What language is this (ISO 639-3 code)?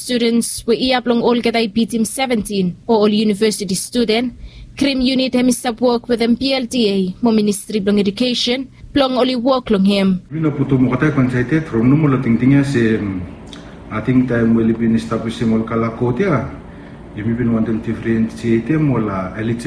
bis